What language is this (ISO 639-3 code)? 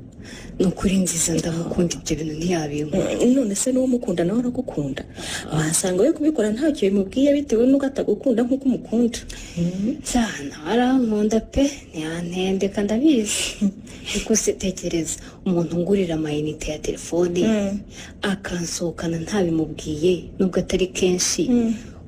kin